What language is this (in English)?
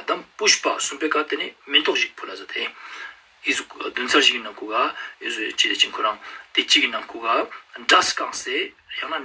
Ladakhi